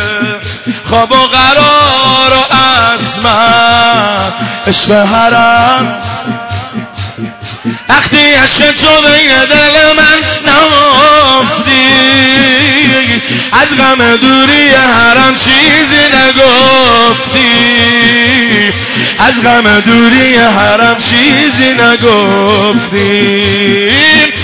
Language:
Persian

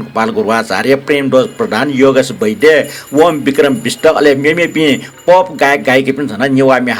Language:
Newari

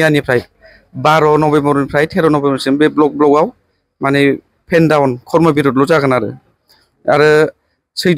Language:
Bodo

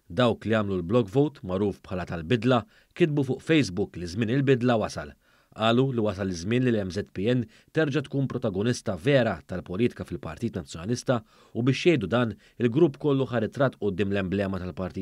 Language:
Maltese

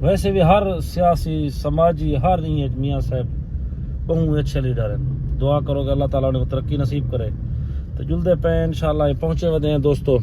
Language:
Saraiki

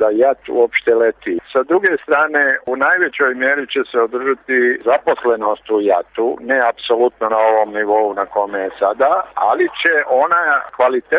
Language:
Serbian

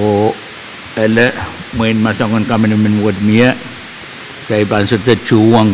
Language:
Pohnpeian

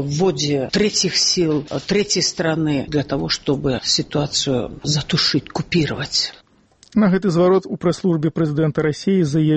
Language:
Belarusian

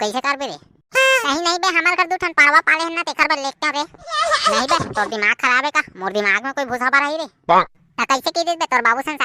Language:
Chhattisgarhi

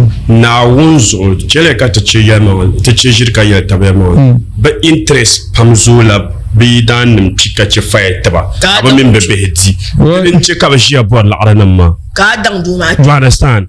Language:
Dagbani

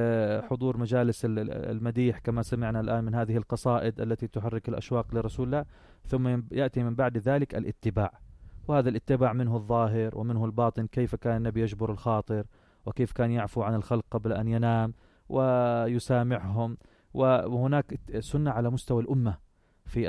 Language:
North Levantine Arabic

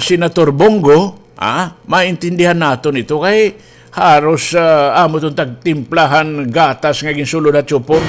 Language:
Waray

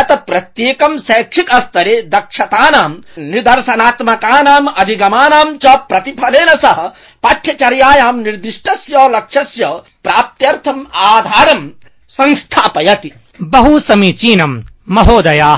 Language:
Sanskrit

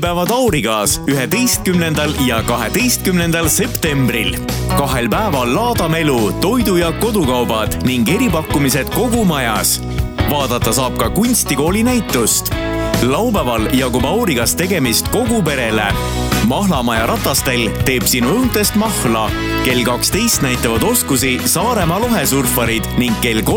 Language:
Estonian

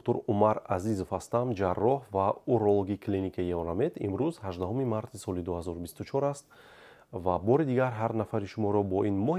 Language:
Tajik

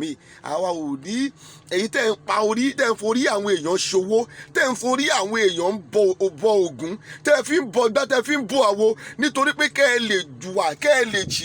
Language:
Yoruba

